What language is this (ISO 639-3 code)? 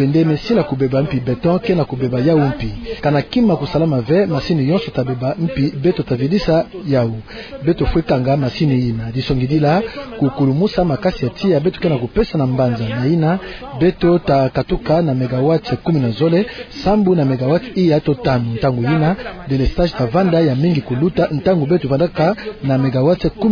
ktu